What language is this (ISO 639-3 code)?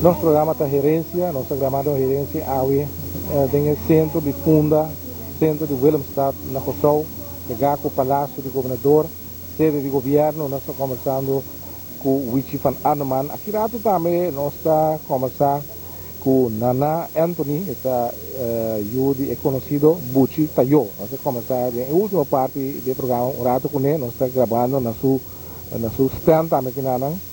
pap